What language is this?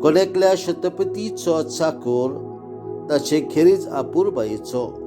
Konkani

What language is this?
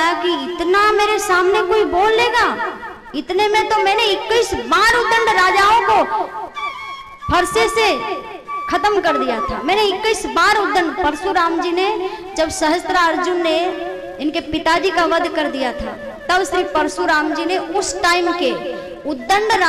Hindi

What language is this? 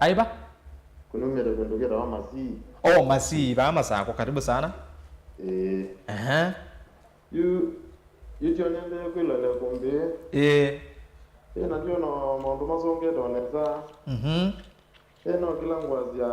Kamba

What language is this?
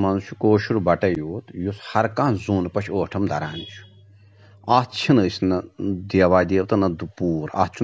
Kashmiri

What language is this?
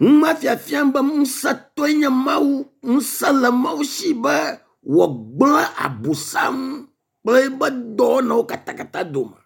Ewe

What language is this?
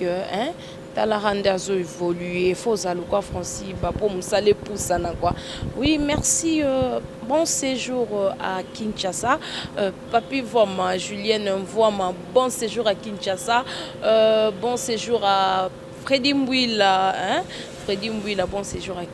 Lingala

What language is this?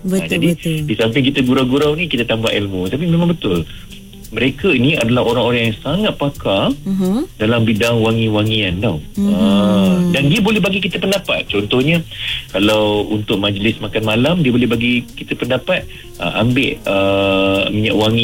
Malay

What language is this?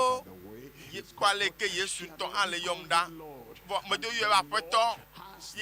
Ewe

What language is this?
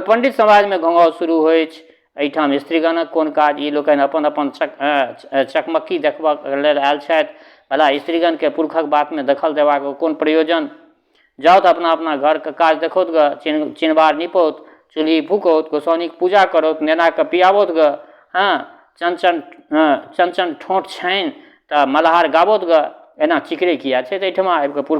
Maithili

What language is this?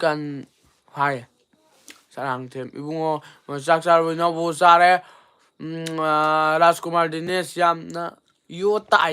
Manipuri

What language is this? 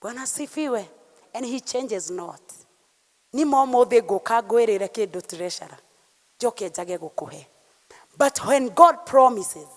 Kikuyu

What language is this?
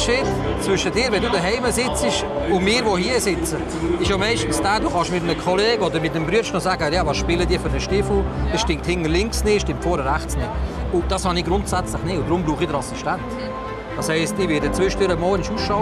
Swiss German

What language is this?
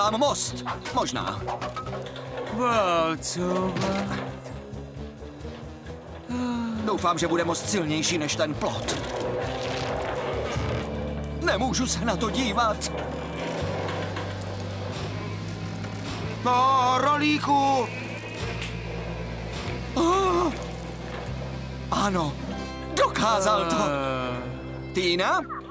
Czech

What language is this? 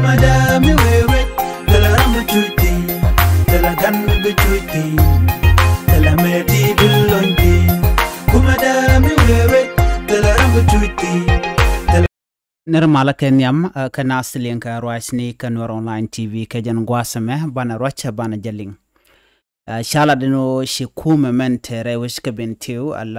Nuer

